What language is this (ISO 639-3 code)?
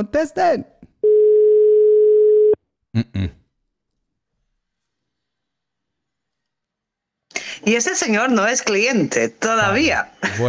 spa